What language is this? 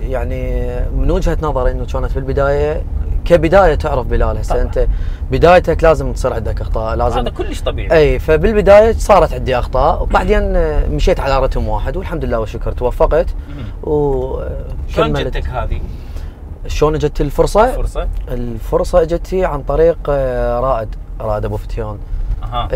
Mesopotamian Arabic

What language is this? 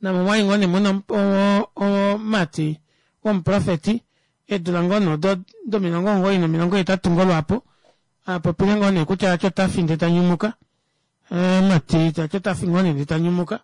Kuanyama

